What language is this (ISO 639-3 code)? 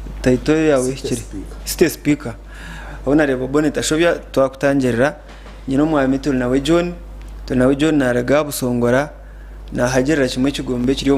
nyn